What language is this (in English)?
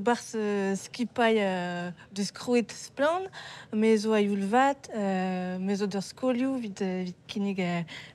Breton